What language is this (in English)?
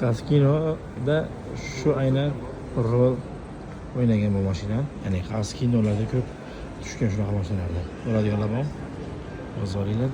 Uzbek